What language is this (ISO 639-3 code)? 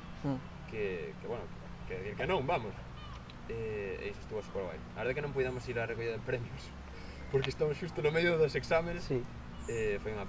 glg